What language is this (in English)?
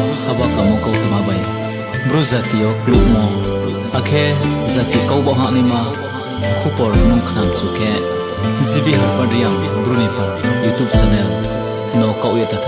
Riang (India)